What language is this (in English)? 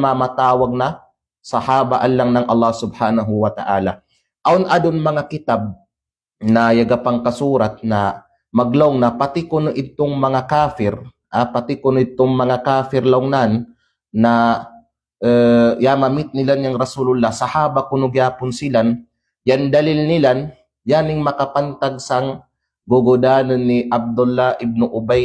Kalagan